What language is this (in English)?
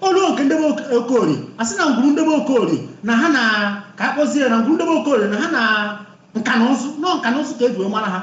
Igbo